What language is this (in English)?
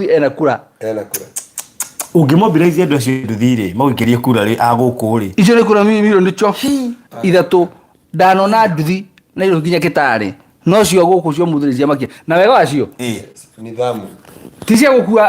Kikuyu